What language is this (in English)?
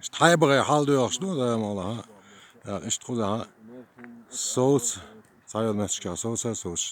Chechen